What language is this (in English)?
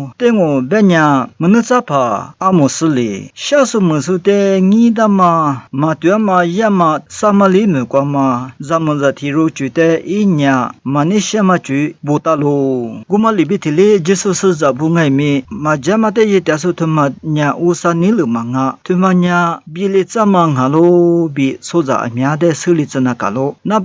Lisu